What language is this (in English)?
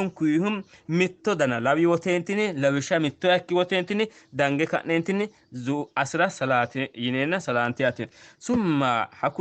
Sidamo